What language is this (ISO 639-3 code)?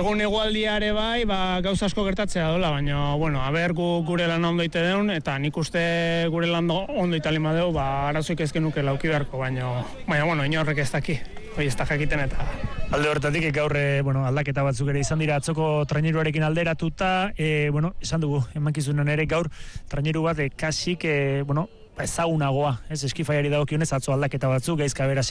eus